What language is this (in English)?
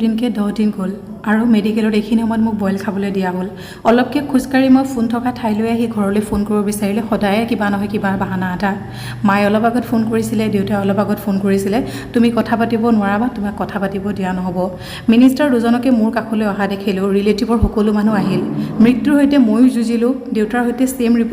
Assamese